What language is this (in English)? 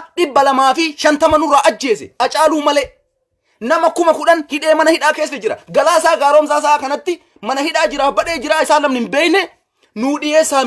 Oromo